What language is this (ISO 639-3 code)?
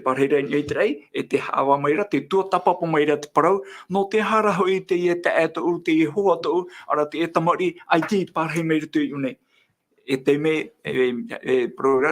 tah